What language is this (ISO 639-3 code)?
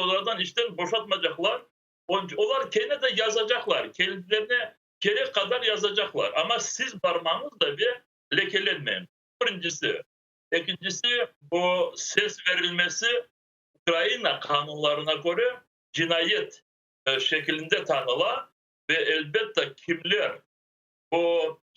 crh